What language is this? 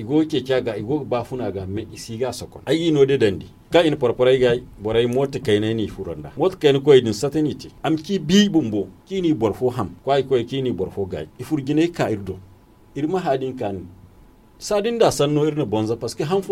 Zarma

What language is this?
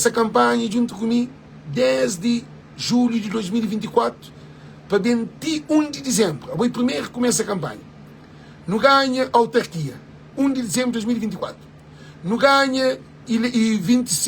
Kabuverdianu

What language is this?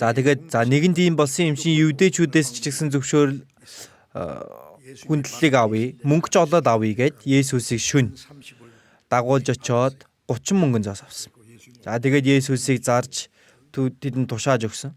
Mongolian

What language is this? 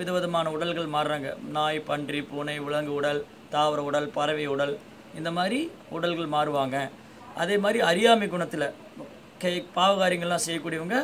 Tamil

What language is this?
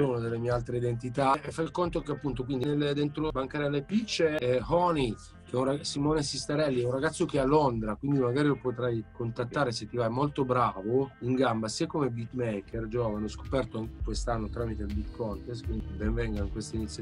Italian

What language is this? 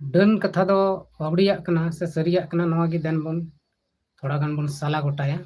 Santali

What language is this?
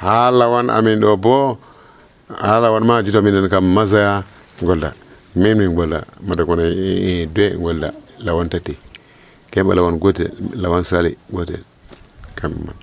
Nigerian Fulfulde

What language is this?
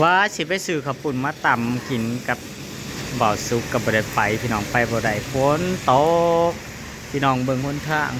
Northeastern Thai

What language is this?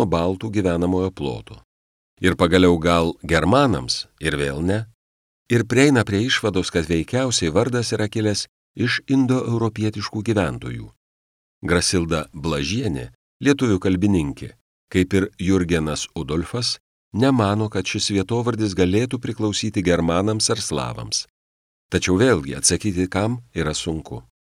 Lithuanian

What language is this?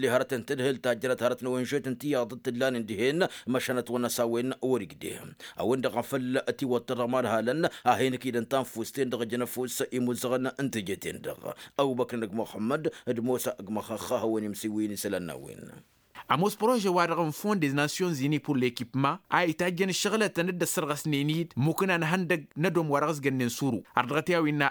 Tamasheq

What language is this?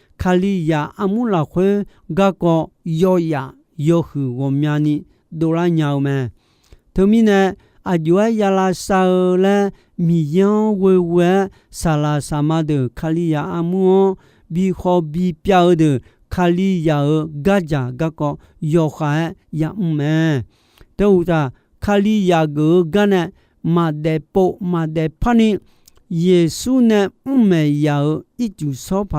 Akha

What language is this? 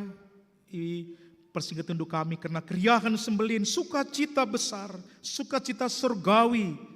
Batak Karo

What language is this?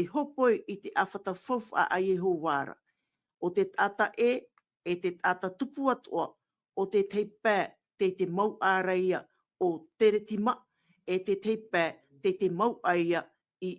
Tahitian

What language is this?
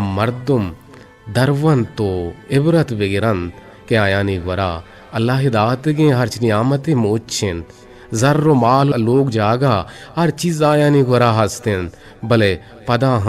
Eastern Balochi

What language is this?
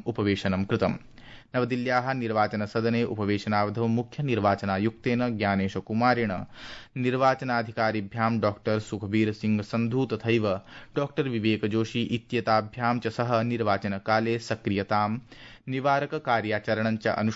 Sanskrit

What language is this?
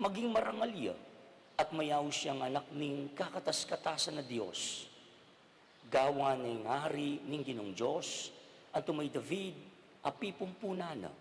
Pampanga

